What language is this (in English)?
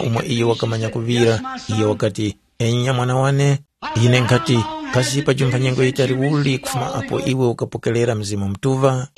Tumbuka